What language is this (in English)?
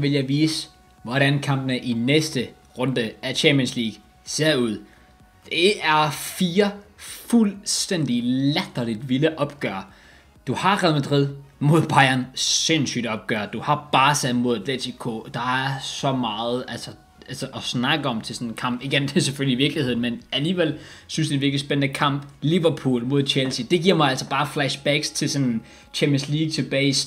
Danish